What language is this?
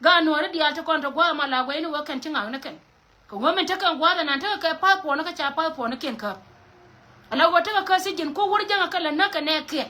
Nuer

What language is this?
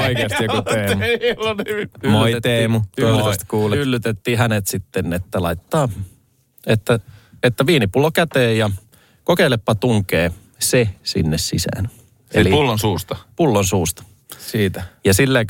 Finnish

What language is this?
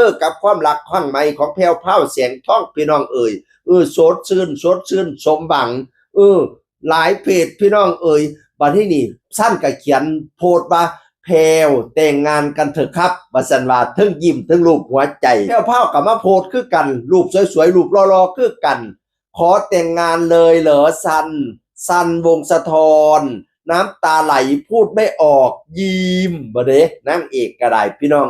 Northeastern Thai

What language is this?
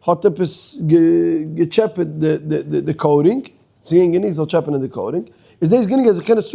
Yiddish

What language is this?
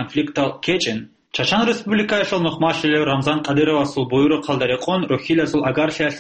Avaric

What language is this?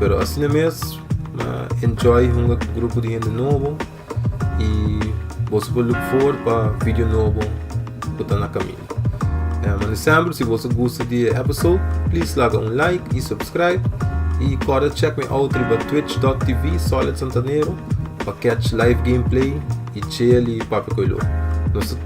Papiamento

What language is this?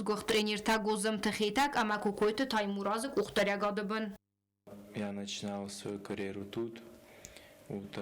Ossetic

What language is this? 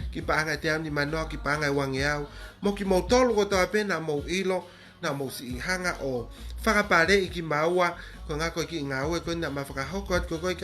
Tongan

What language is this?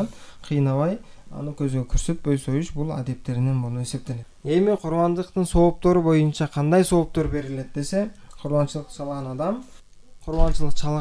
Kyrgyz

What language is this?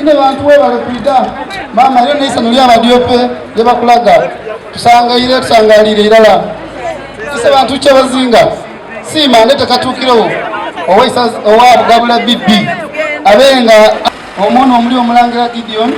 Soga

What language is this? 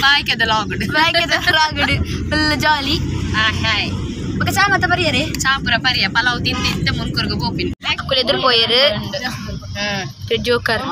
Tulu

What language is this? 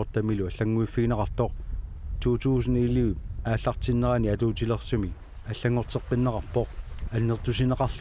Kalaallisut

